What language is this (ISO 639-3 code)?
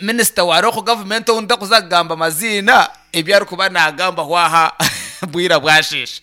nyn